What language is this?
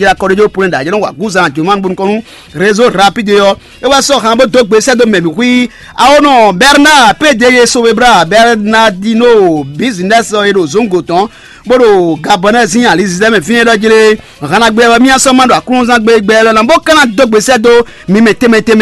Fon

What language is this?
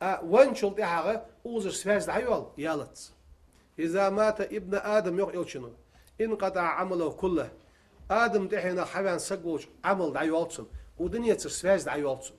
Ingush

